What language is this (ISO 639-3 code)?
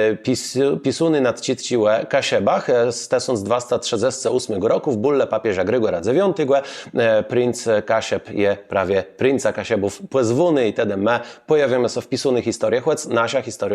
csb